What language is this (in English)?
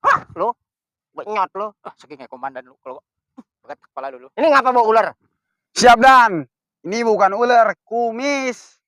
Betawi